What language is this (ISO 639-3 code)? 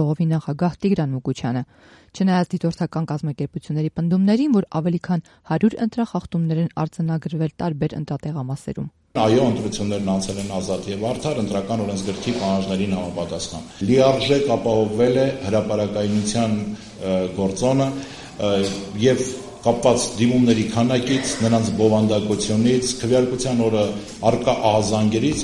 hye